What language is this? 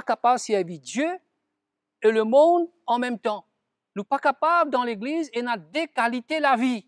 Morisyen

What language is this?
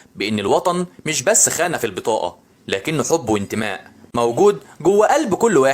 Egyptian Arabic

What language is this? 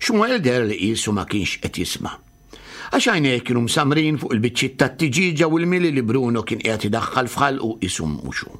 Maltese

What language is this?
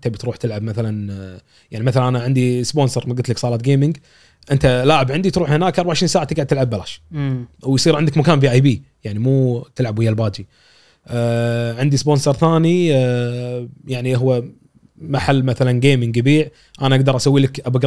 Gulf Arabic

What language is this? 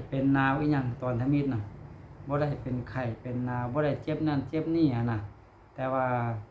Lao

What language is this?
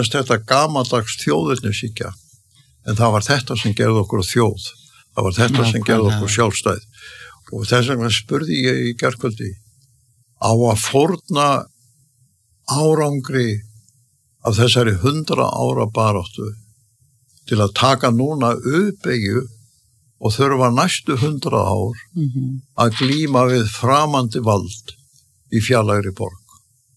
Icelandic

